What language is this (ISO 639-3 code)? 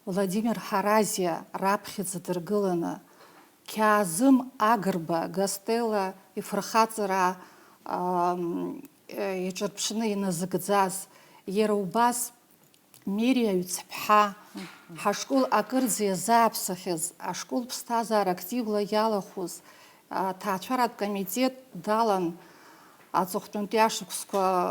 abk